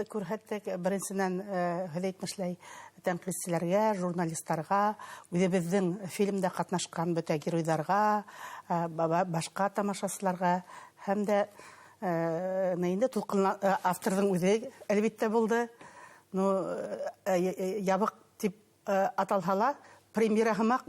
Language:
Bashkir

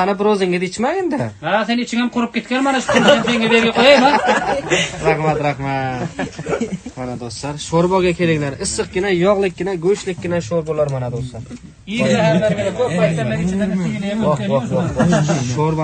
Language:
Uzbek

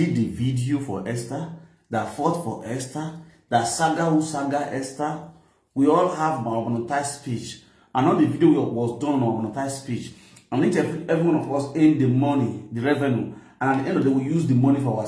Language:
Nigerian Pidgin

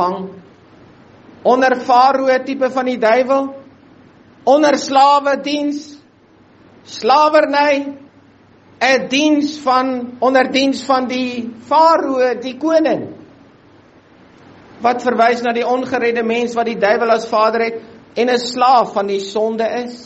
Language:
Afrikaans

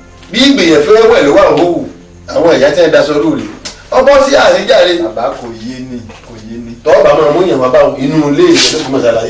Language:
Yoruba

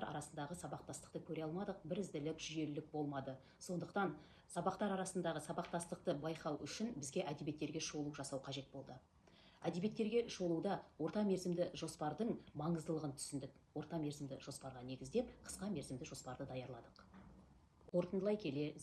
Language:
Kazakh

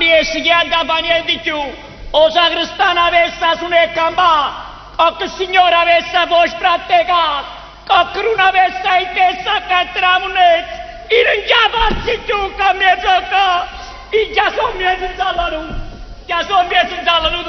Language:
Neapolitan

